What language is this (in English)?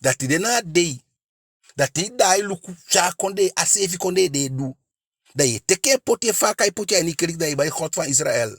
Eastern Maroon Creole